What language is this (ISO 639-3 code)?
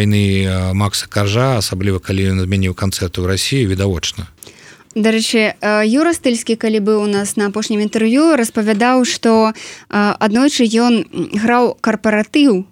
bel